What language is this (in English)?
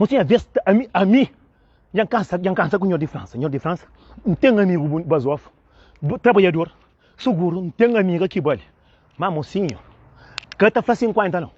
Kabuverdianu